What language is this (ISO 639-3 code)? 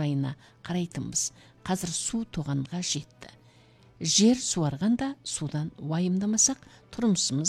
kaz